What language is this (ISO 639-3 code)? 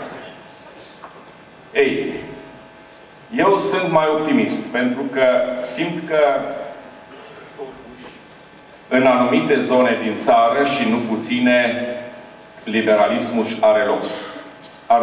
ron